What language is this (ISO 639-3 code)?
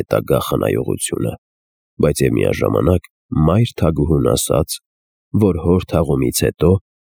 hye